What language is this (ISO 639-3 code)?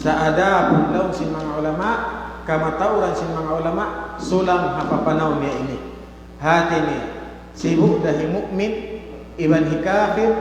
tsg